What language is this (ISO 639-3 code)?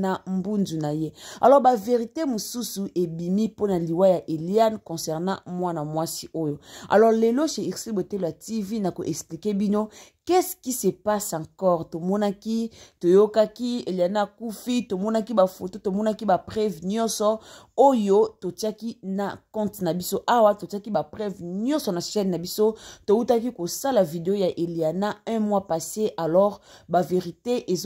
lin